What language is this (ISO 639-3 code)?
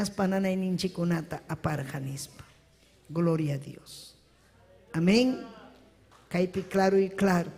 quy